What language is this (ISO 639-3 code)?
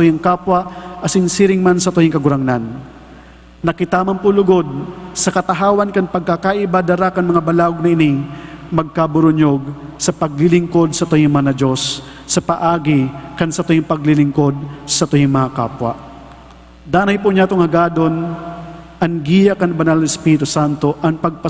bik